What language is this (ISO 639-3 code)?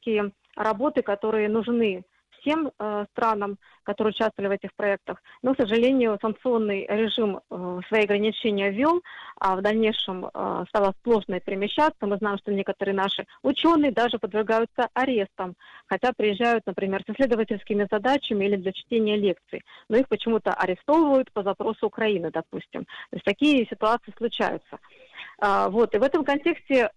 rus